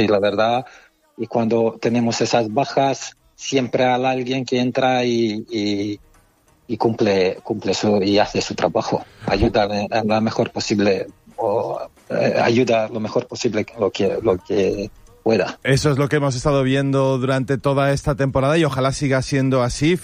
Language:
Spanish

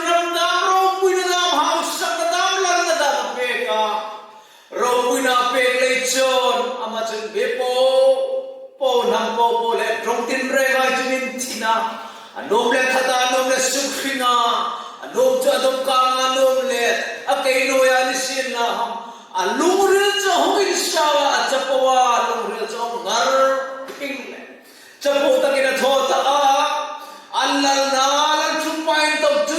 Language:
Hmar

